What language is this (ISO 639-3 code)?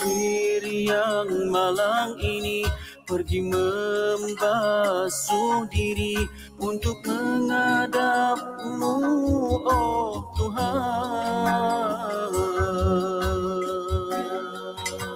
msa